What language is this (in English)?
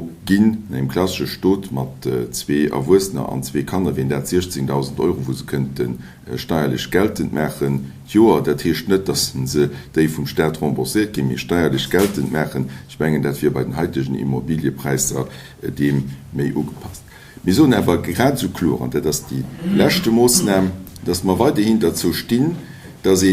Luxembourgish